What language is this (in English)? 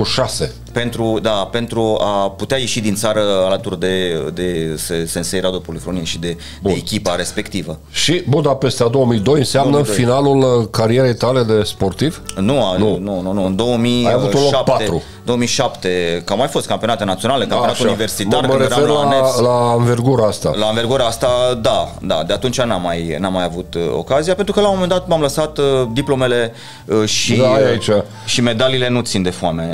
Romanian